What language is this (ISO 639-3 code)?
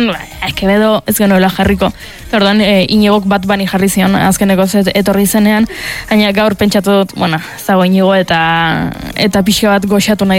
eus